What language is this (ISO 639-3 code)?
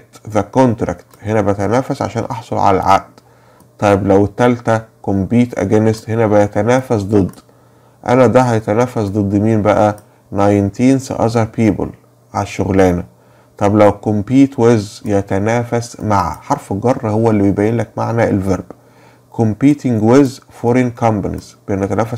arz